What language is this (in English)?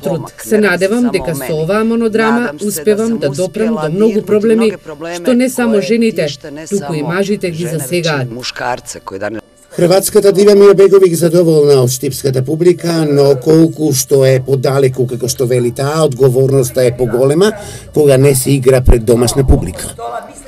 Macedonian